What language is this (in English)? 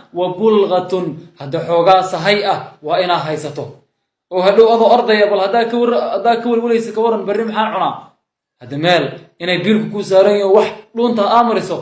Somali